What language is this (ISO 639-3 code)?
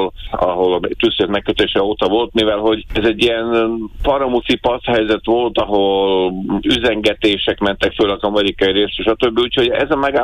hun